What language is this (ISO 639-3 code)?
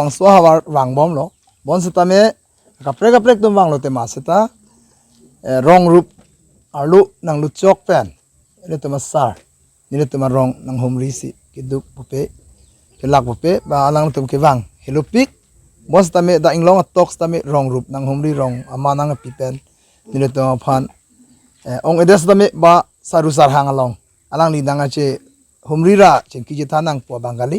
mjw